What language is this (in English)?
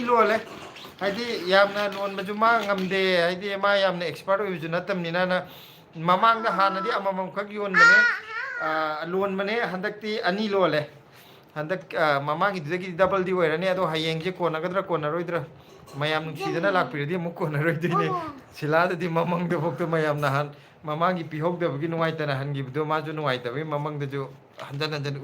Manipuri